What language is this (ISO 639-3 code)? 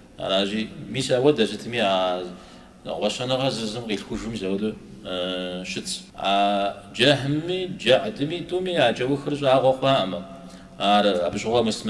kbd